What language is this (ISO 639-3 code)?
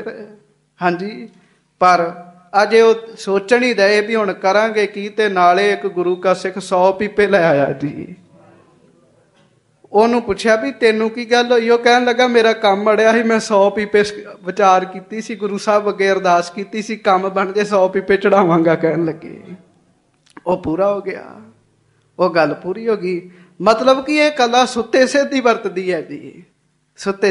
pan